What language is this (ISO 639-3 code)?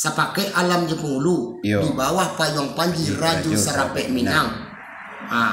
min